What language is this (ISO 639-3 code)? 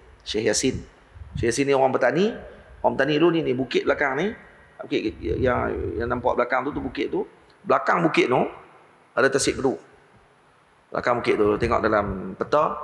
msa